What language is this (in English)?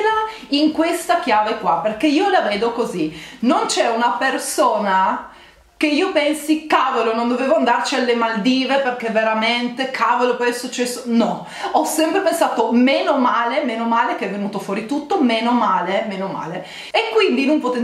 Italian